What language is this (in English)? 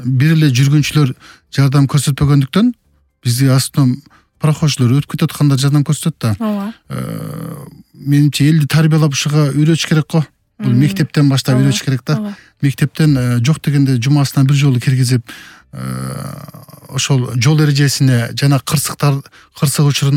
Kyrgyz